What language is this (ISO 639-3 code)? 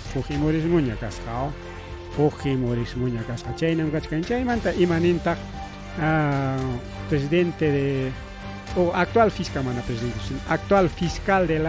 quy